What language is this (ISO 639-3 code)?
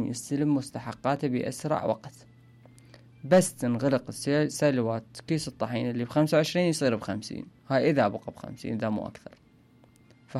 acm